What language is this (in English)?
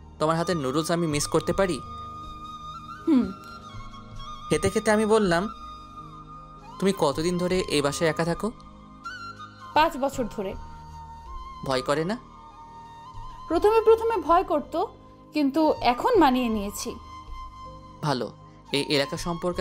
Bangla